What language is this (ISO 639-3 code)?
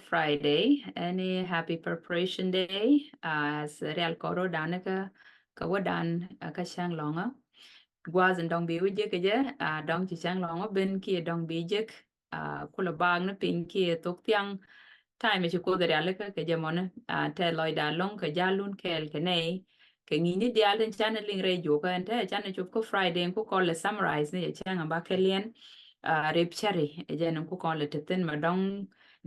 nus